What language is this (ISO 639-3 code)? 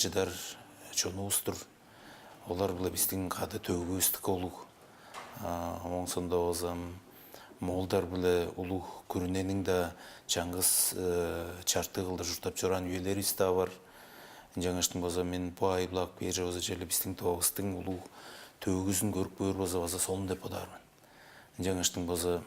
tyv